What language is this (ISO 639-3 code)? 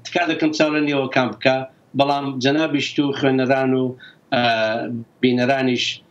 ckb